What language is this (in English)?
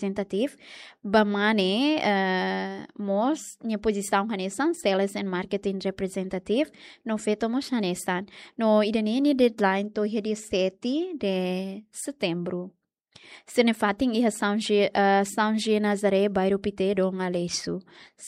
Tetum